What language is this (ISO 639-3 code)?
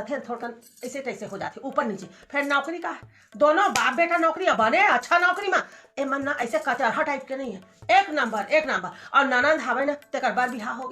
hne